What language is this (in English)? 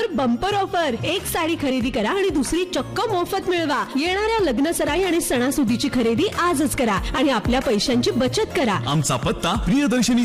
Marathi